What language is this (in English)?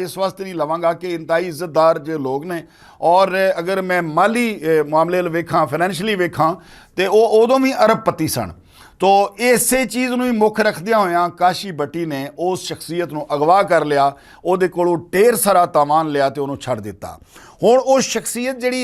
Western Panjabi